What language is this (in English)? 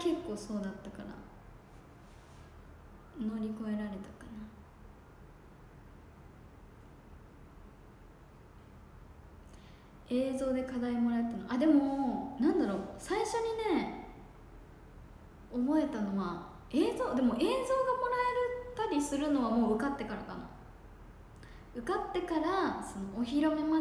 Japanese